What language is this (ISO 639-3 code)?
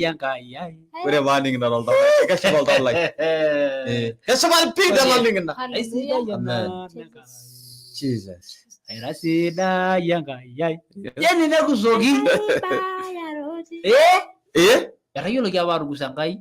mas